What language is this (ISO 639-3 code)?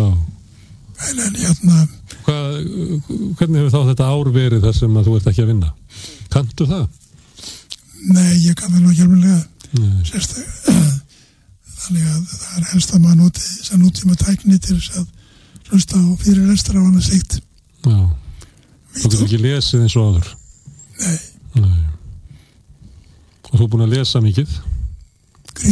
isl